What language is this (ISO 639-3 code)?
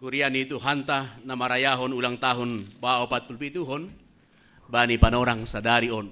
bts